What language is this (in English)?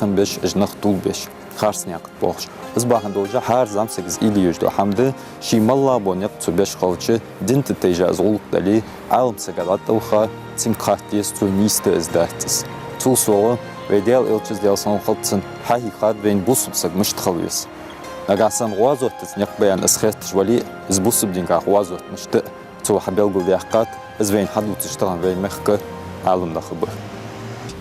Ingush